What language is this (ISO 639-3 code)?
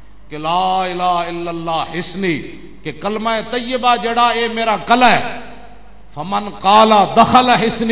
lah